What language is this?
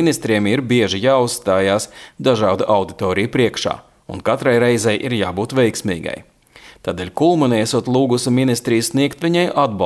Latvian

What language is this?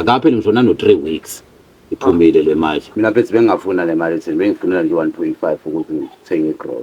Zulu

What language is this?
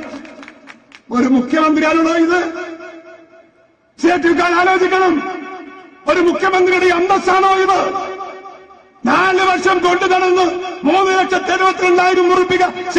Malayalam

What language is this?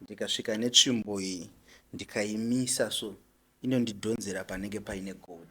Shona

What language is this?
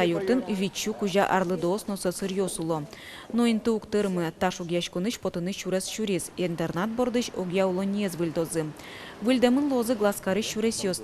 Udmurt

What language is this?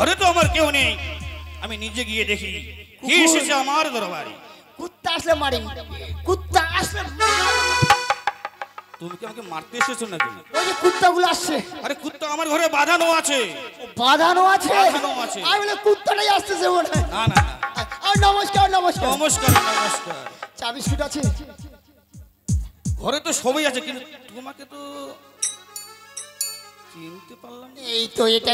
Bangla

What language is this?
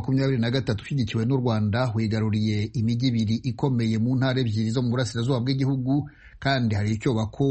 Kinyarwanda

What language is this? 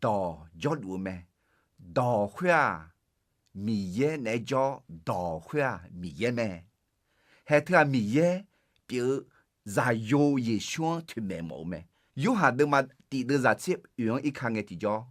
Akha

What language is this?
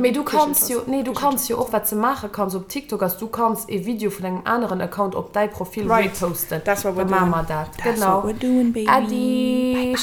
Luxembourgish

